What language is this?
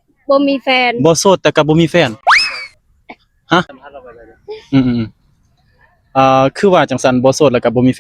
Lao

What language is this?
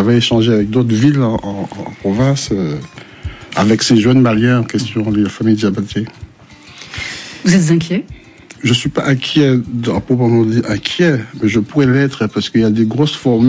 French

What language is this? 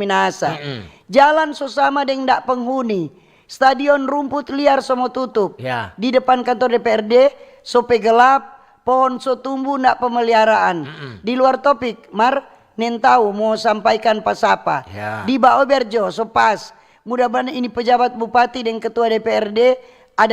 Manado Malay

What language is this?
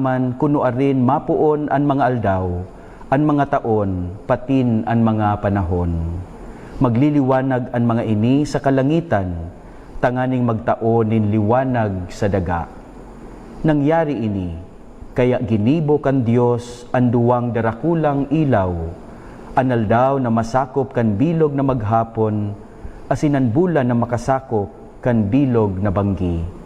Bikol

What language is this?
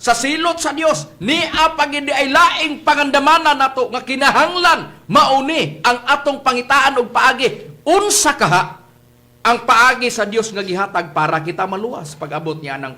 Cebuano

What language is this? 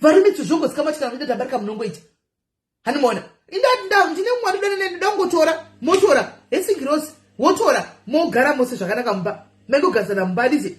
Shona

